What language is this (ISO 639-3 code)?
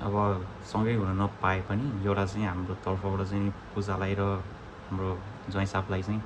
nep